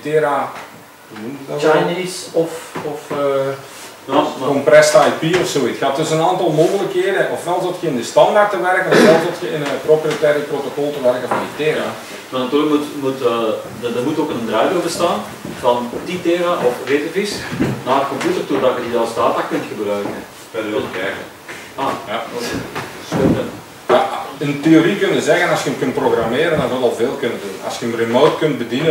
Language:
Dutch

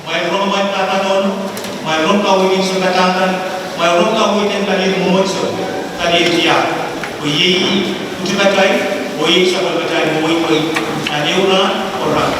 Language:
Pohnpeian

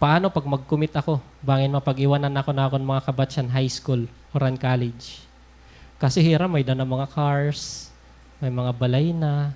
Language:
Waray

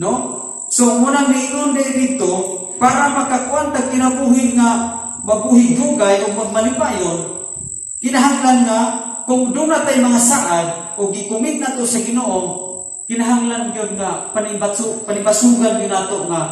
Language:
Cebuano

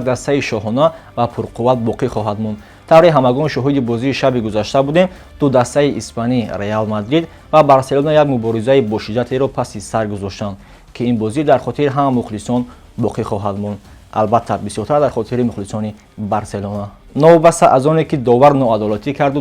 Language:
Tajik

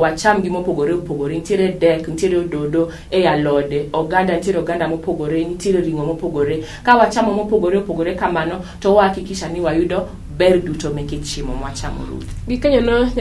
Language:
Luo (Kenya and Tanzania)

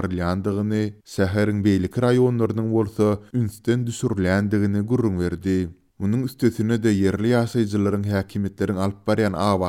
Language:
Turkmen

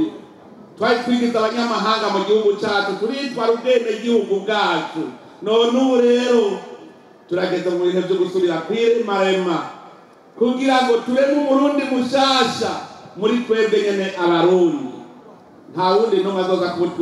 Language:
Rundi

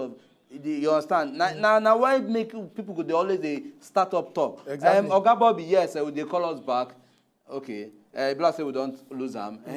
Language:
Nigerian Pidgin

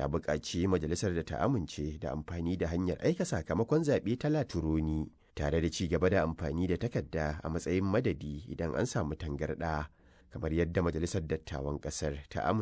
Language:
Hausa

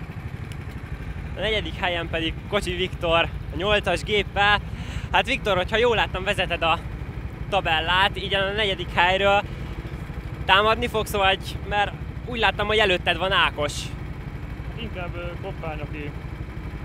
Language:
Hungarian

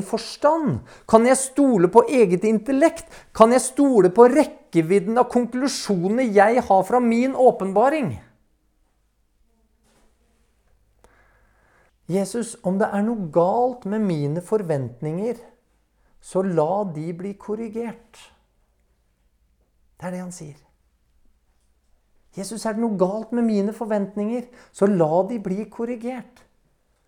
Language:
Norwegian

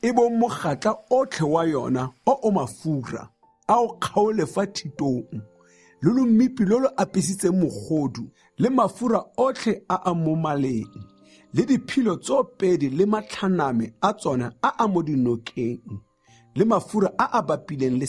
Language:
Tswana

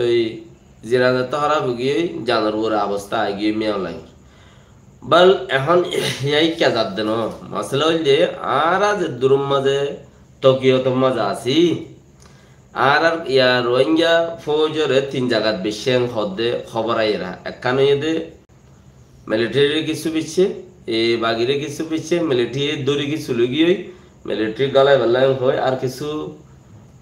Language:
Rohingya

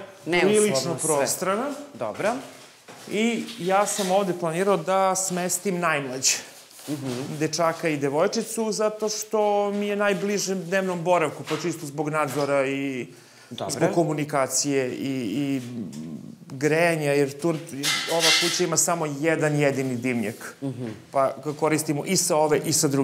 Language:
Serbian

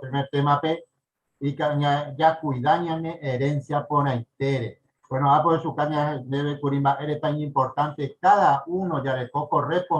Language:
Guarani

